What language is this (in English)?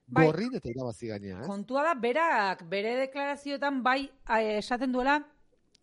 Basque